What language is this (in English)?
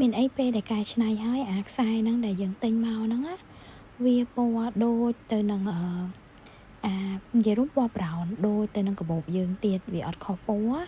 Khmer